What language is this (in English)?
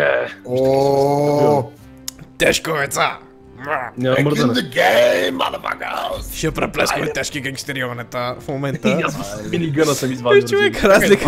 Bulgarian